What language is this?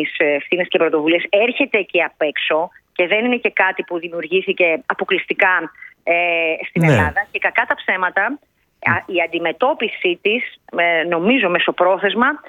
Greek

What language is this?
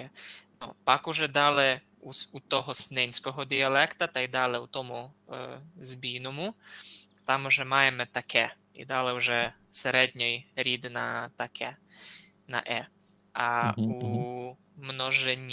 Rusyn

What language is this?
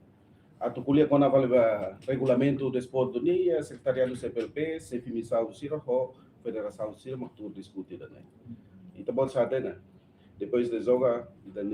Tetum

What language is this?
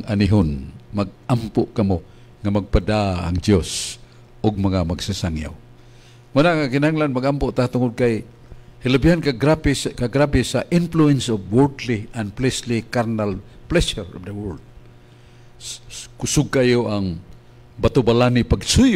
Cebuano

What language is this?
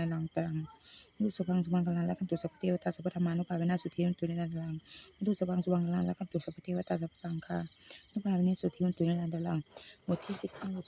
Pali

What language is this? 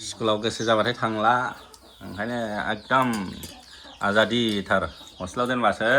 Bodo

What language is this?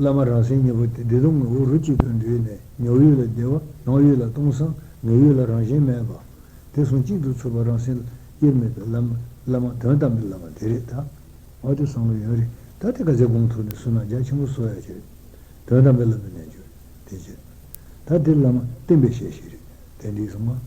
Tibetan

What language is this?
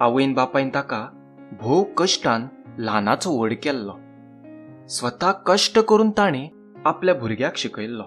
Konkani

